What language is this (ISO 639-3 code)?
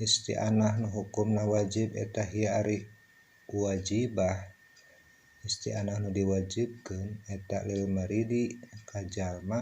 sun